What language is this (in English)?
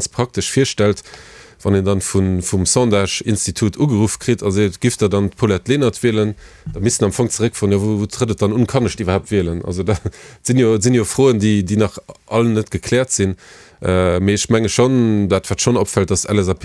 Luxembourgish